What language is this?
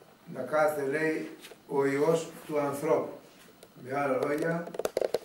Greek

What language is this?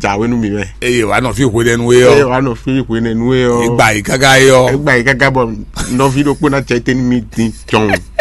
Fon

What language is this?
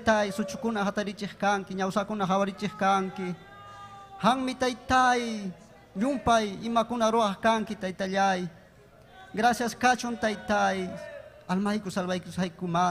Ayacucho Quechua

